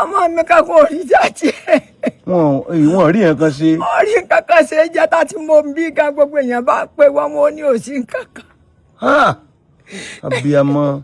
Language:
Yoruba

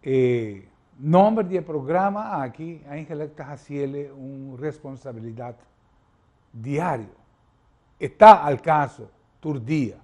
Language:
Papiamento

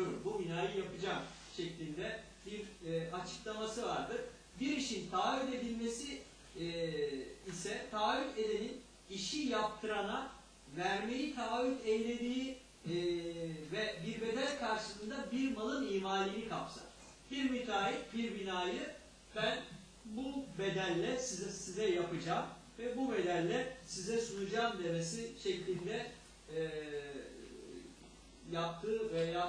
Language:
Turkish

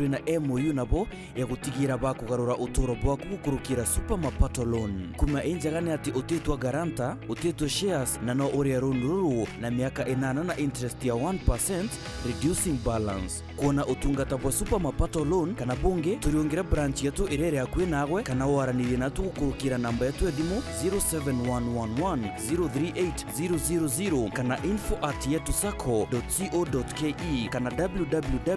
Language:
Meru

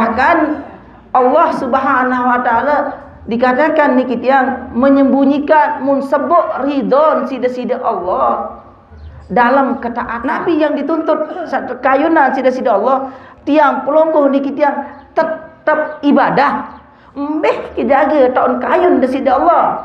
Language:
Sasak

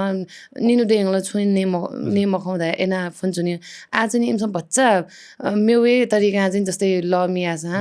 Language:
Newari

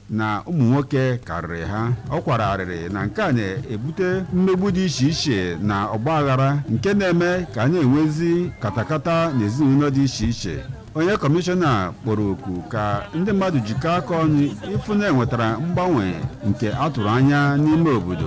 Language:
Igbo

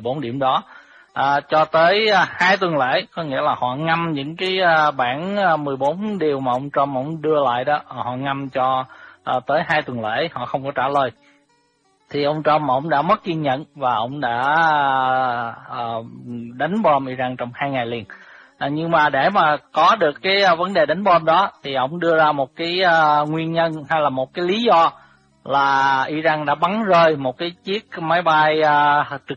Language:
Vietnamese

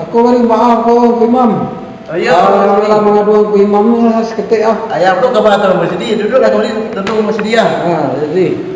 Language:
Minangkabau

